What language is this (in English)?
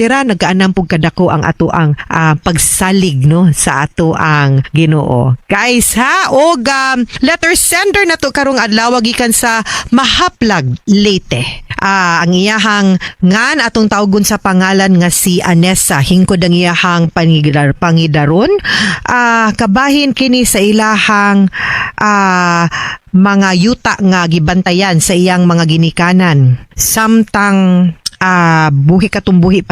Cebuano